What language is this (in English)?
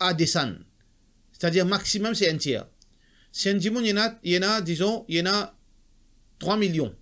Morisyen